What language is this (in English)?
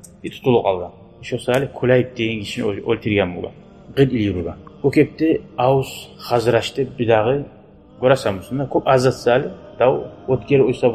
Kumyk